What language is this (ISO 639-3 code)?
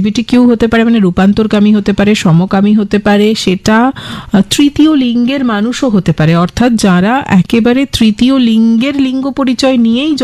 ben